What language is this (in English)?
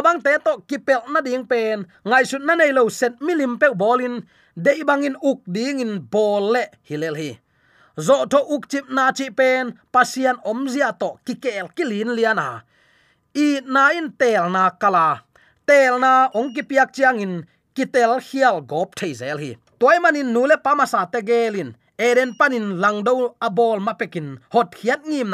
Tedim Chin